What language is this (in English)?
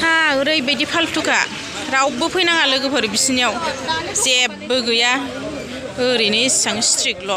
Bodo